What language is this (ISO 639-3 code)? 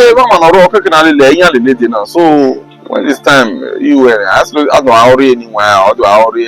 bin